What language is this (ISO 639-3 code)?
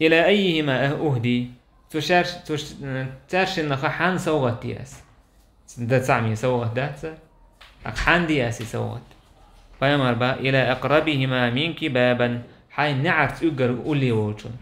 che